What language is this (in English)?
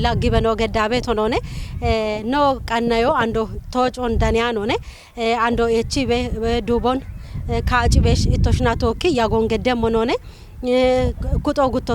Kafa